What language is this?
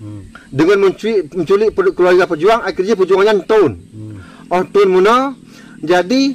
Achinese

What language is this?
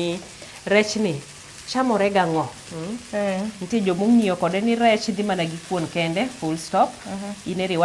Luo (Kenya and Tanzania)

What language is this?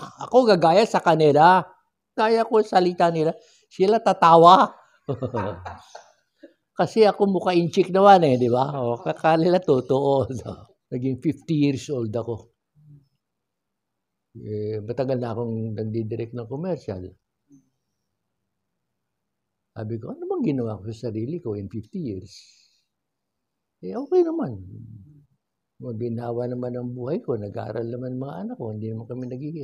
Filipino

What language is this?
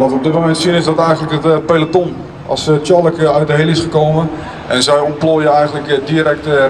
Dutch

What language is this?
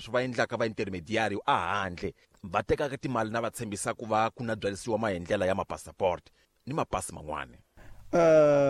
Tsonga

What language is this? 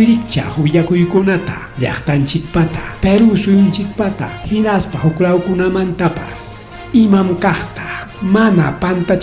Ayacucho Quechua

